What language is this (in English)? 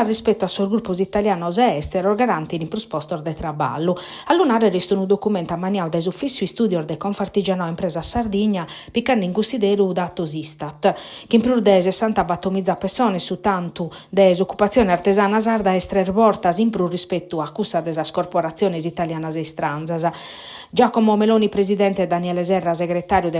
Sardinian